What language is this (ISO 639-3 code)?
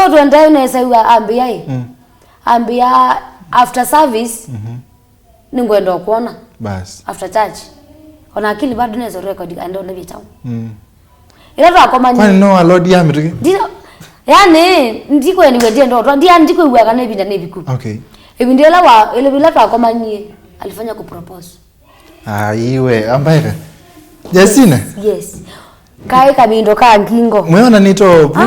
kam